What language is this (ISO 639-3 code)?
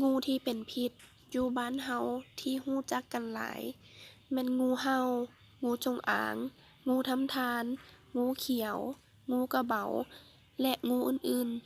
lao